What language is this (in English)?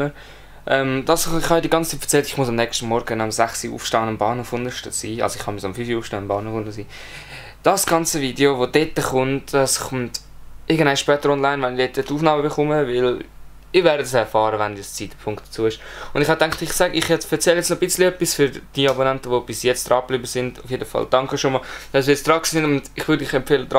Swiss German